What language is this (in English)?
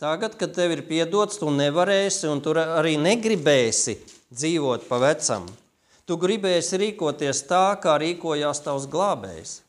Latvian